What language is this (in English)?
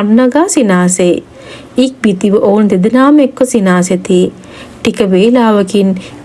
Sinhala